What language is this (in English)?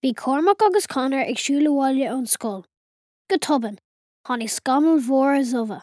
Irish